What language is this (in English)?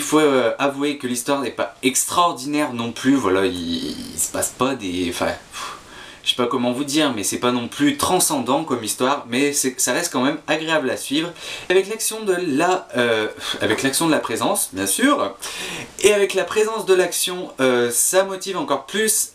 French